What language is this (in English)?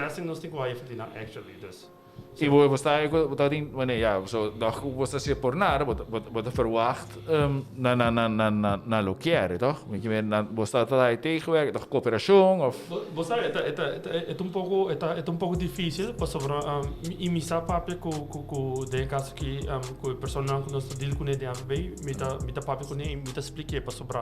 Papiamento